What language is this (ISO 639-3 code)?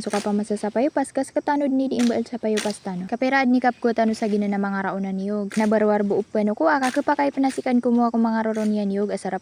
mrw